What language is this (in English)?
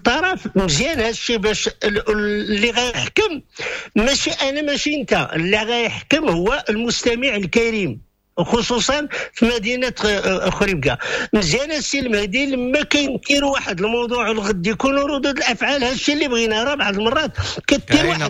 Moroccan Arabic